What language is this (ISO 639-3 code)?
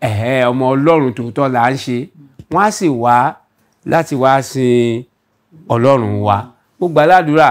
yor